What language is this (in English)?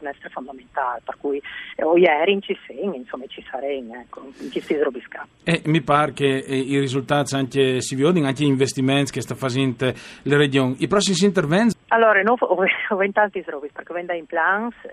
Friulian